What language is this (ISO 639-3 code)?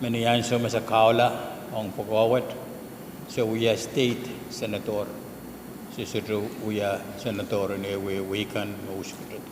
pon